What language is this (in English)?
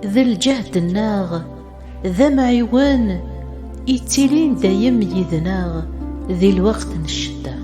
Kabyle